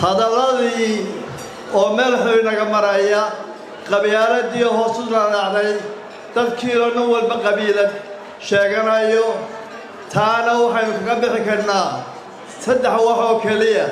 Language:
Somali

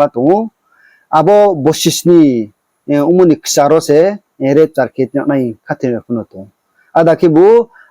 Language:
Riang (India)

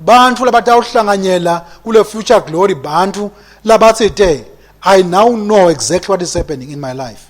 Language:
Swati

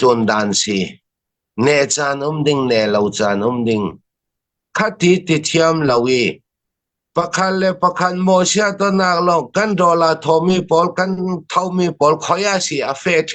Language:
Hakha Chin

